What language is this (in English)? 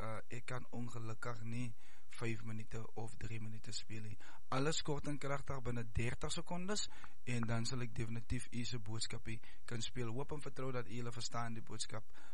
Afrikaans